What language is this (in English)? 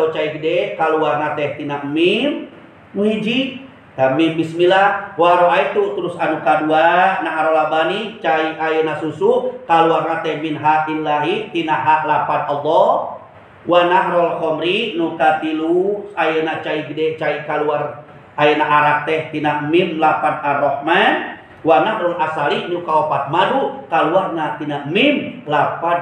Sundanese